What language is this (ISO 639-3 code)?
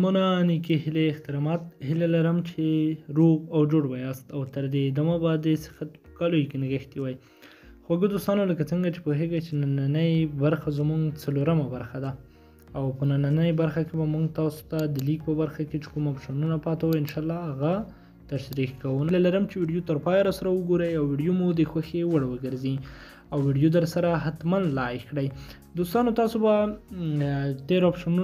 pus